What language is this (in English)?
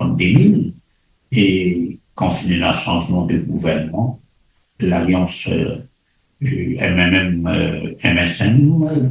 Morisyen